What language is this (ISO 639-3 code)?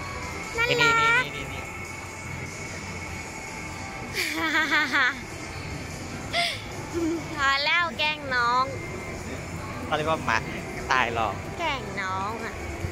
tha